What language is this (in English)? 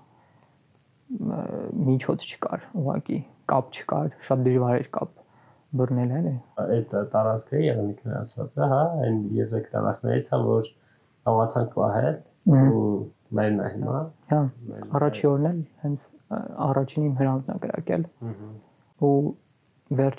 Armenian